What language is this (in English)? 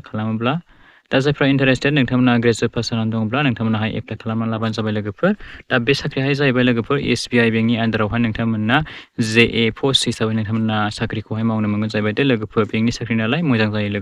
Bodo